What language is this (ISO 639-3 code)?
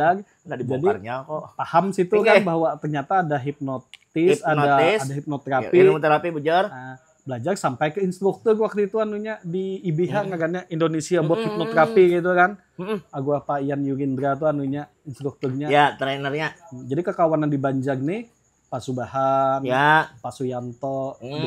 bjn